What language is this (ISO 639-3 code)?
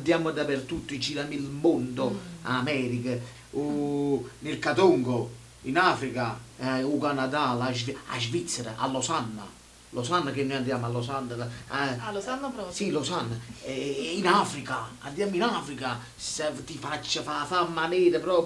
nap